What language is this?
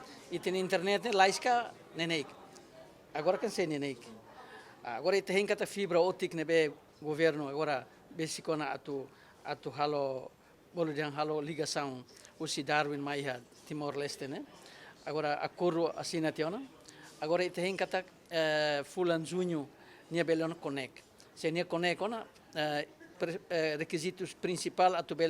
Tetum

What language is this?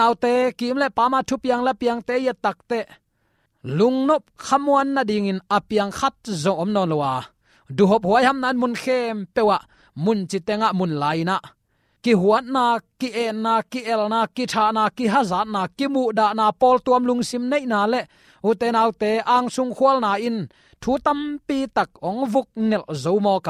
Tedim Chin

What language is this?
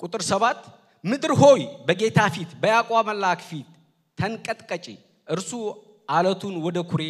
Amharic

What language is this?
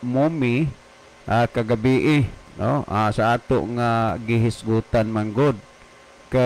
Cebuano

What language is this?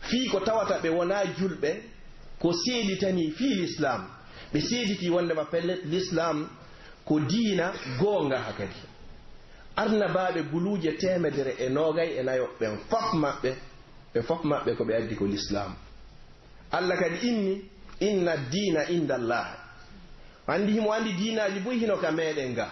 Pular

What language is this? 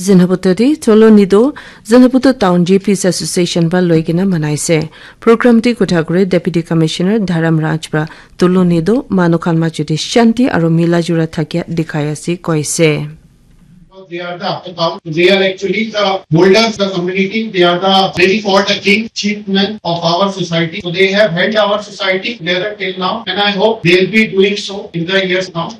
Naga Pidgin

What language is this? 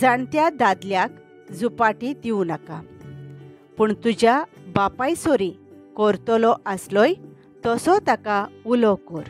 Konkani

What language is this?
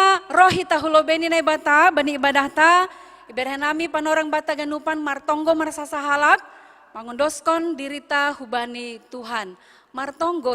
Batak Simalungun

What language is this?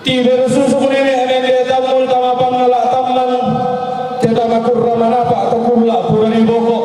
Toraja-Sa'dan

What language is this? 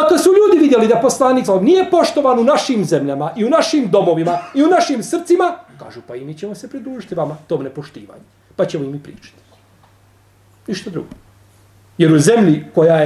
Bosnian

